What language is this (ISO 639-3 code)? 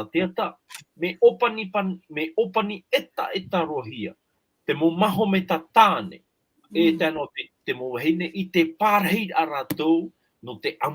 tah